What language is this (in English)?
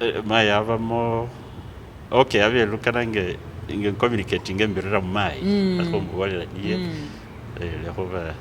Masaaba